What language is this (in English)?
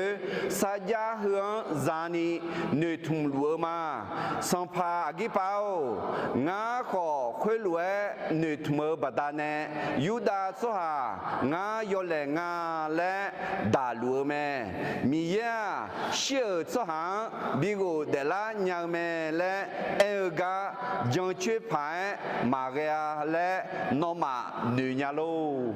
Akha